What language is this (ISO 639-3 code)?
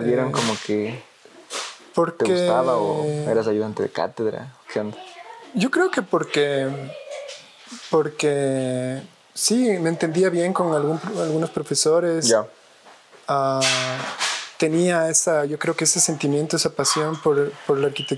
spa